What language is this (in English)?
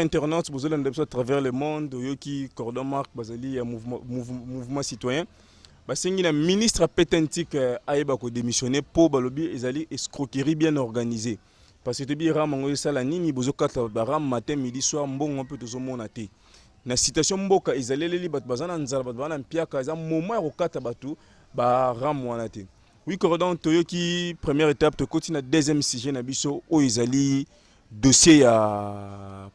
Lingala